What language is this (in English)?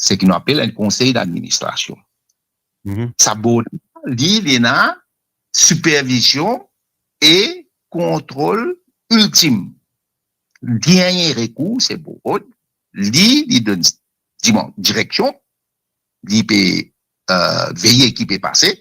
Morisyen